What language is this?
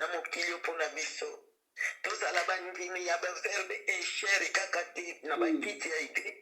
Lingala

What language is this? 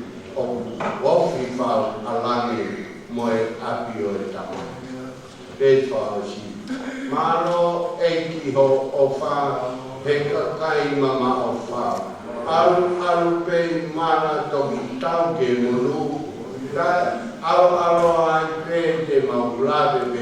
Tongan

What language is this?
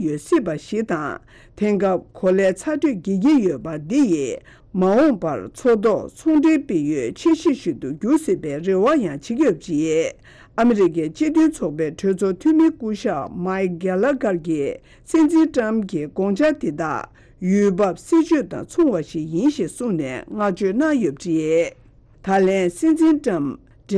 Tibetan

